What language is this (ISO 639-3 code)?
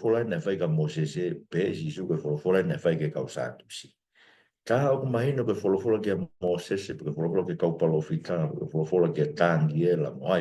ton